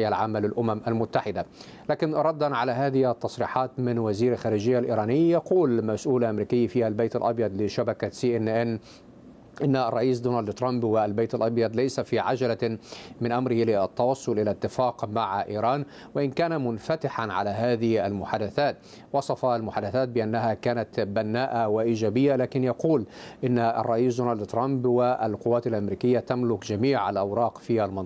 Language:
Arabic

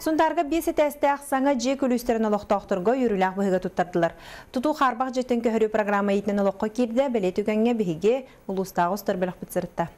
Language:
Yakut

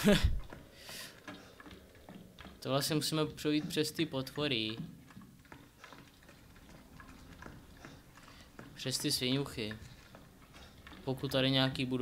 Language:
Czech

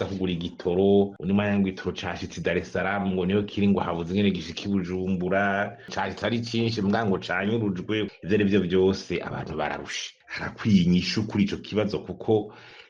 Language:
Rundi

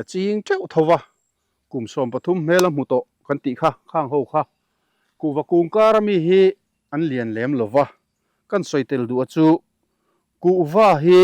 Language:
Mizo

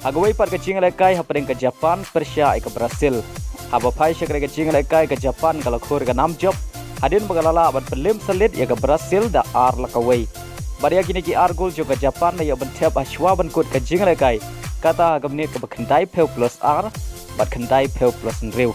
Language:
Khasi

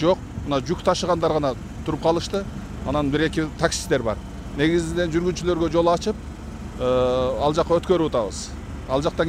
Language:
Kyrgyz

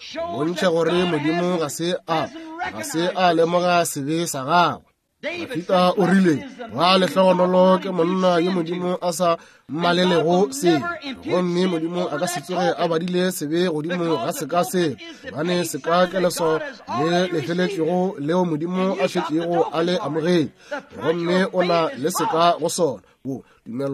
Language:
Northern Sotho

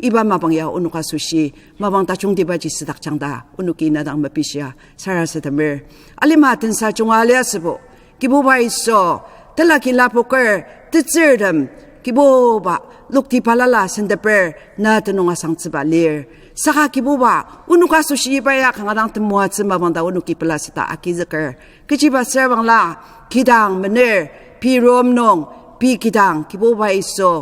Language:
Ao Naga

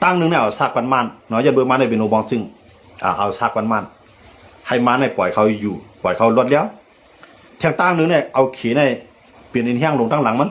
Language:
Shan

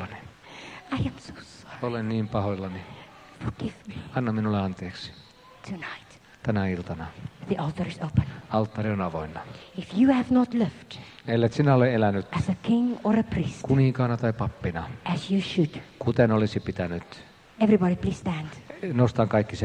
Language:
Finnish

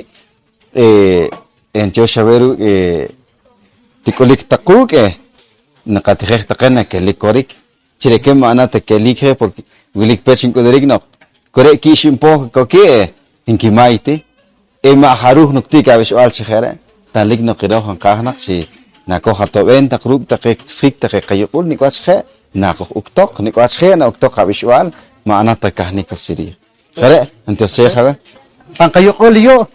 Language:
Poqomchi'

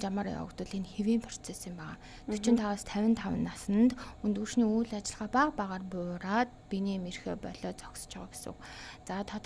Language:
Mongolian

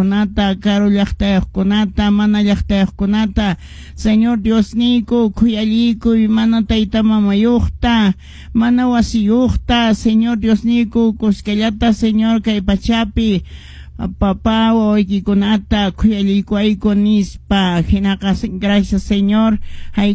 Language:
Quechua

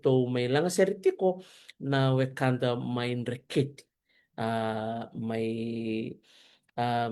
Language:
Fijian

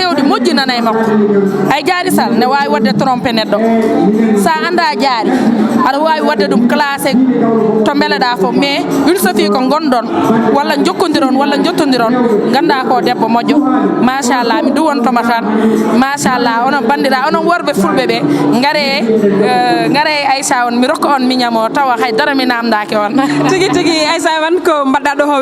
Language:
Fula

